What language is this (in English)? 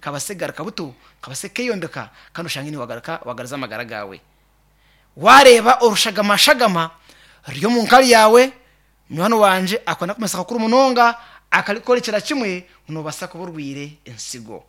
Nyankole